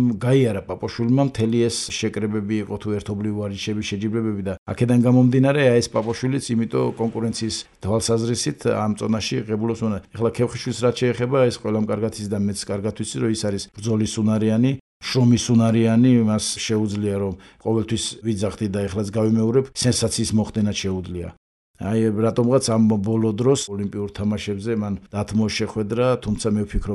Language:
Georgian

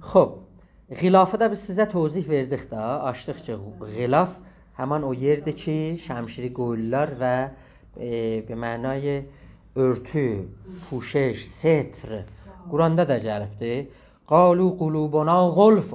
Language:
South Azerbaijani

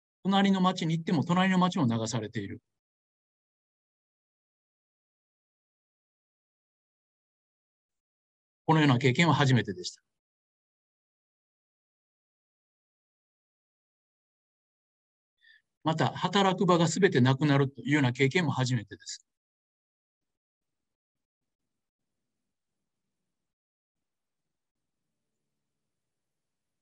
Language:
Japanese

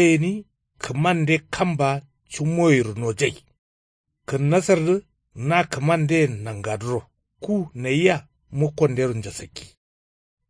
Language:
Kanuri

